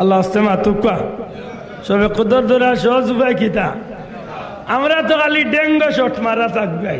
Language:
Sylheti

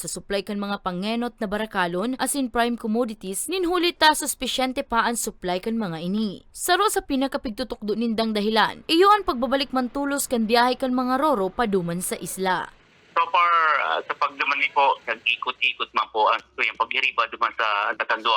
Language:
Bikol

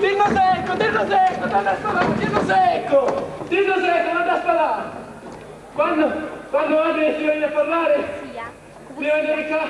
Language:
Sicilian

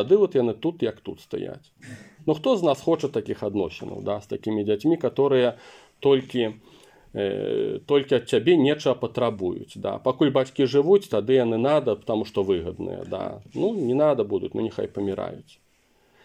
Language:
Belarusian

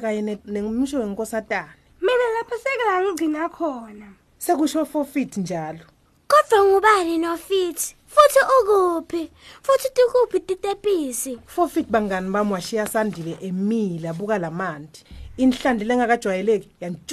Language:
Swati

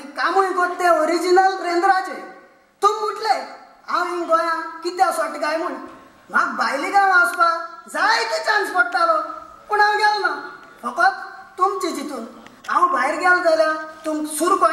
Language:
Konkani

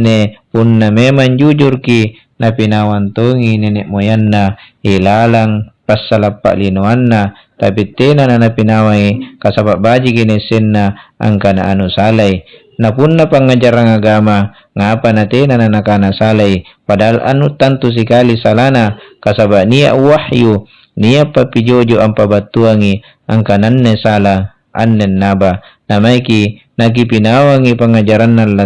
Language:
Makasar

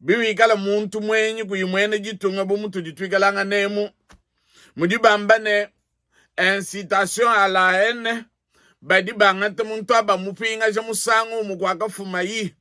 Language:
Luba-Lulua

